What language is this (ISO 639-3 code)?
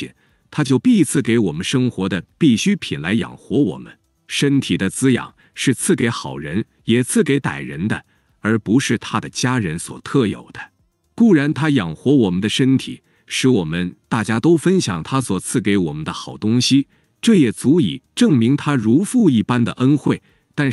zho